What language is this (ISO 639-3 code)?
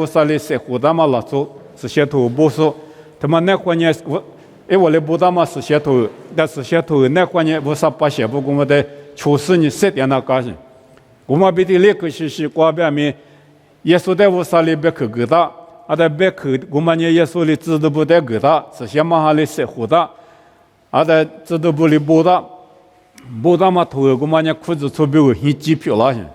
lis